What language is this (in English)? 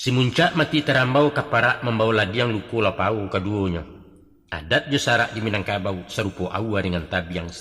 Minangkabau